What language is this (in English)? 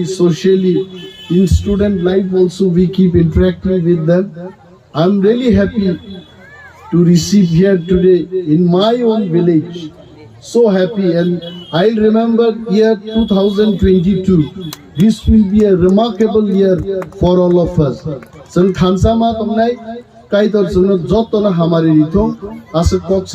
Kok Borok